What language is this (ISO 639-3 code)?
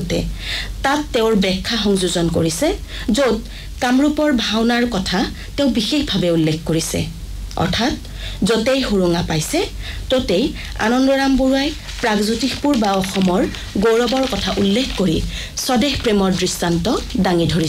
asm